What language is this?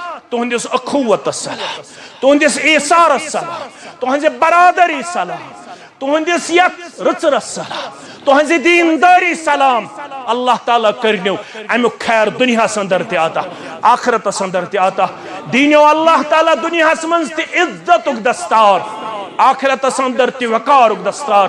Kashmiri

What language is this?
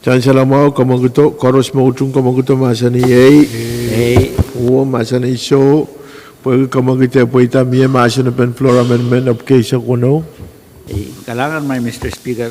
Pohnpeian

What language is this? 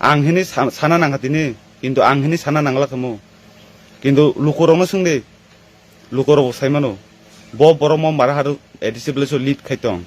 Kok Borok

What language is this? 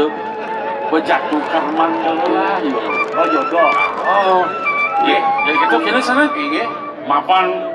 Balinese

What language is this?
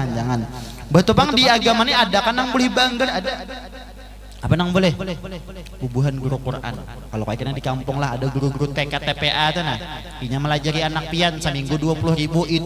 Banjar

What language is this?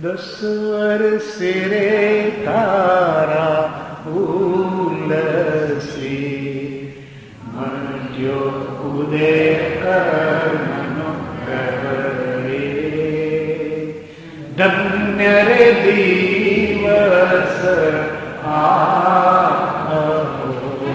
Gujarati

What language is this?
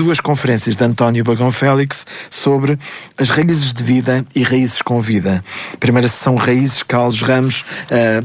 Portuguese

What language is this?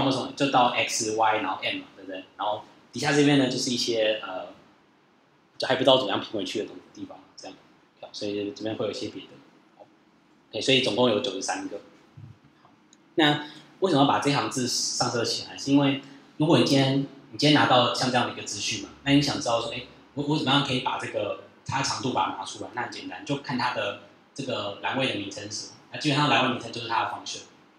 Chinese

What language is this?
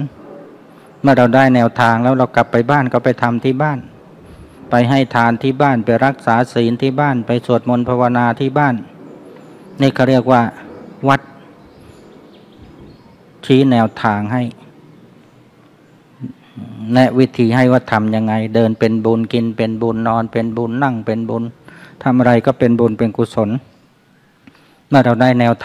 Thai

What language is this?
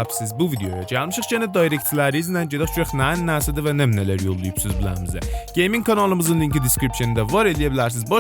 South Azerbaijani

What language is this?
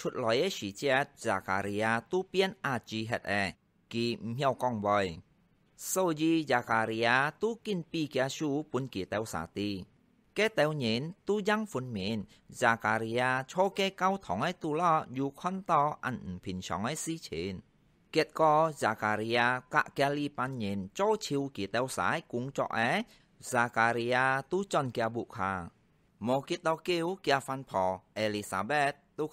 Hakka Chinese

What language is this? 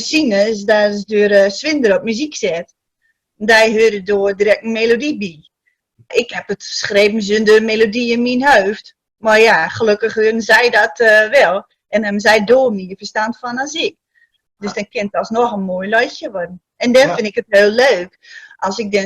Gronings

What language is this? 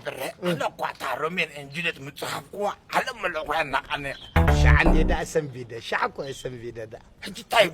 Tigrinya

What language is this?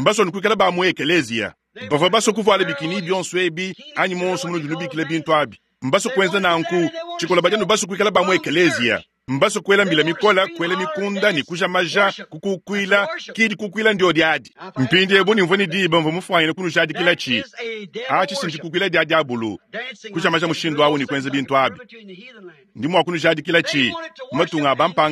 Luba-Lulua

